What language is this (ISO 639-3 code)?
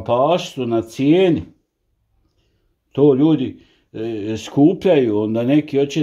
hrv